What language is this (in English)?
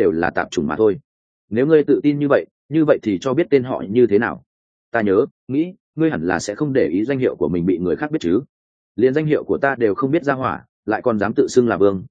Vietnamese